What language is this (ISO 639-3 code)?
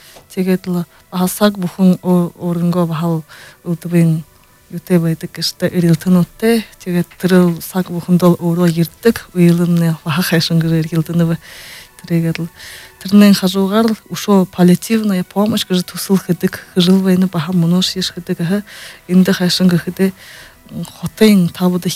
bua